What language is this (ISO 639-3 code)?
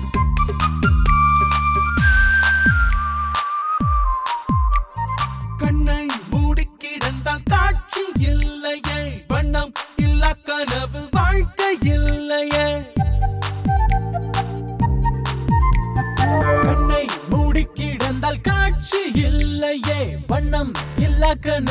tam